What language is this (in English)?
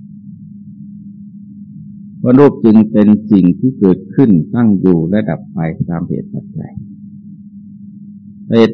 Thai